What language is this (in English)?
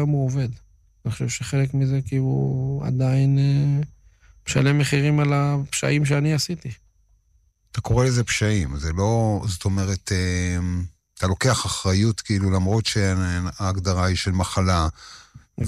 Hebrew